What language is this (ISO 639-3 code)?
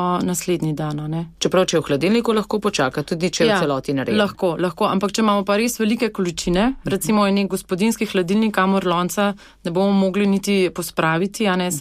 slv